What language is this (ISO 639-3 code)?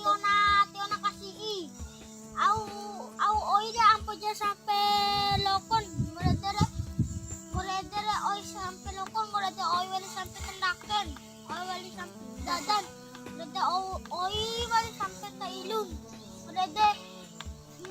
bhp